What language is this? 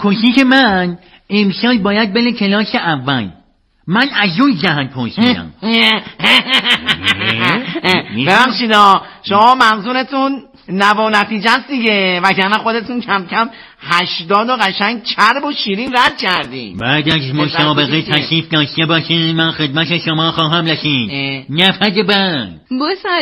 Persian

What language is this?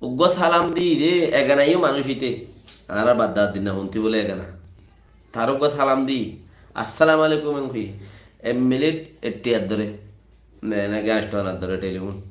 Rohingya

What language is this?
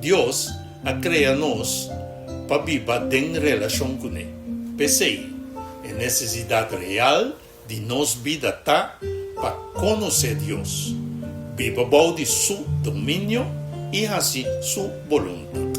Papiamento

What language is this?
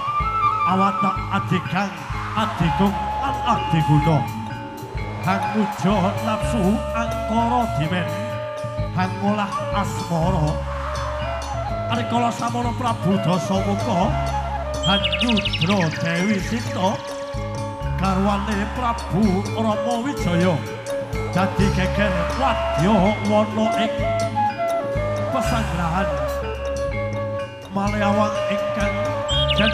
Javanese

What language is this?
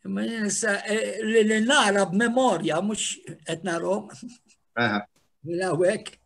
Maltese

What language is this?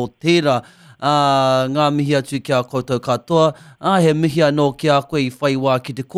Māori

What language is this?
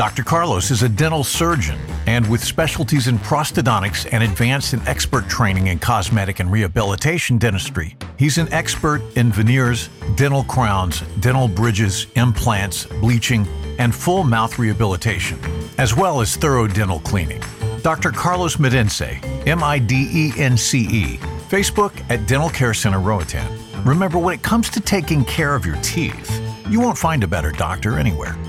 English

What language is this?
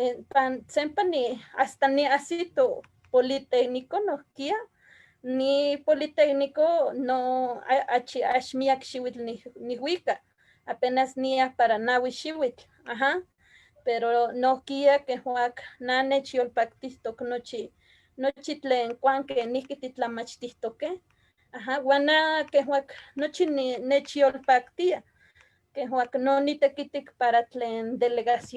Eastern Huasteca Nahuatl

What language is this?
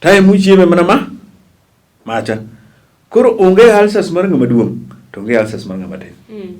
Luo (Kenya and Tanzania)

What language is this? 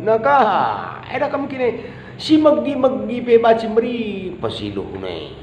Batak Karo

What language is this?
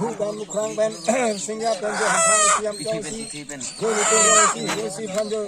Karbi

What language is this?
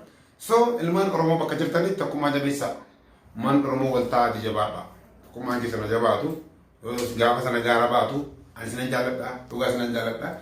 Oromo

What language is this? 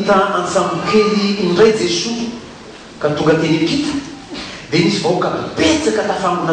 Malagasy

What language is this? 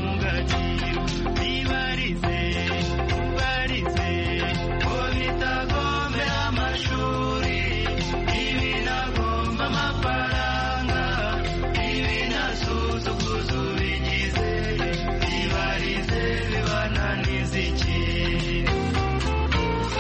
Kinyarwanda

